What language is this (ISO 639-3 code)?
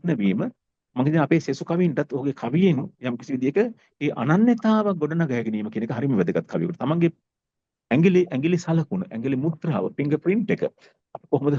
sin